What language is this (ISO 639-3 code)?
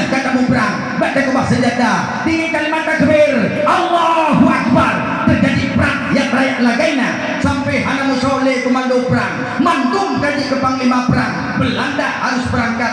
ace